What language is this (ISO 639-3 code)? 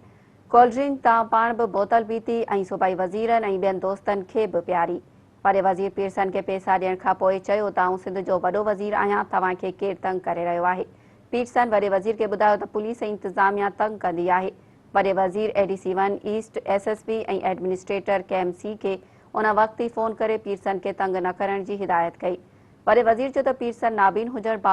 snd